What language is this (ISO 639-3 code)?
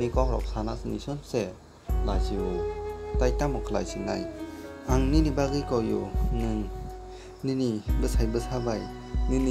trp